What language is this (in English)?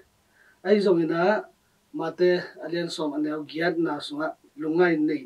Tedim Chin